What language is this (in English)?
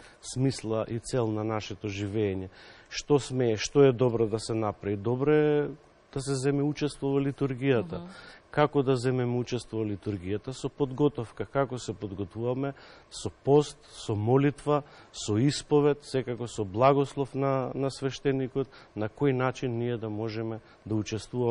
Macedonian